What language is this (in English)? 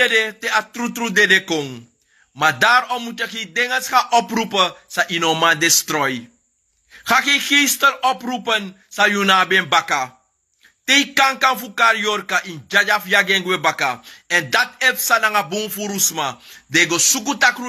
Sranan Tongo